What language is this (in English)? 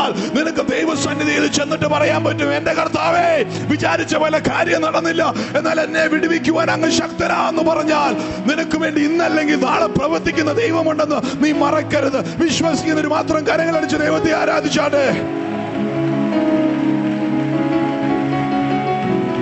Malayalam